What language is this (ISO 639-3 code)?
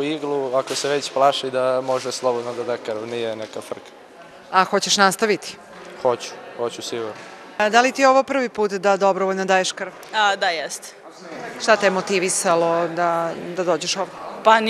srp